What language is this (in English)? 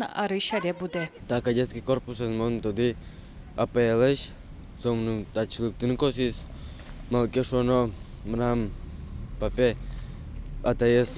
Udmurt